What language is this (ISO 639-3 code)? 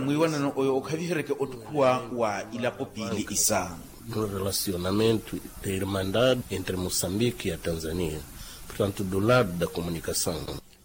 vmw